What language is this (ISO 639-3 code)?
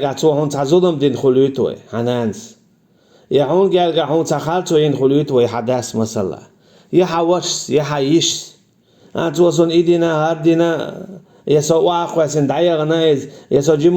che